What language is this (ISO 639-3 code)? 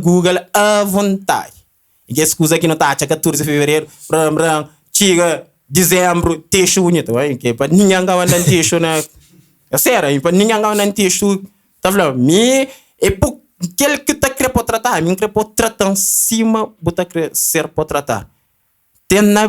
kea